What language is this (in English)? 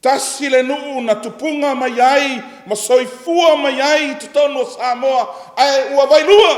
Samoan